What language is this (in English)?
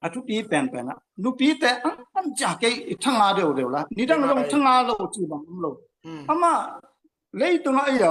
Tedim Chin